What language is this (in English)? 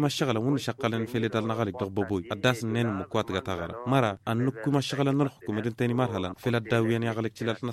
Tamasheq